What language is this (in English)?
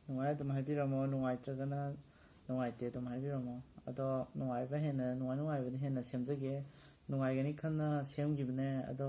Manipuri